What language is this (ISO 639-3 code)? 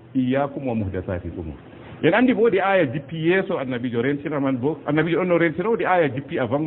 ful